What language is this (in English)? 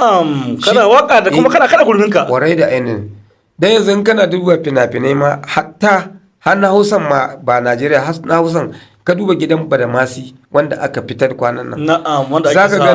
Hausa